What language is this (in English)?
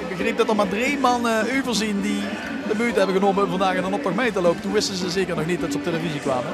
Limburgish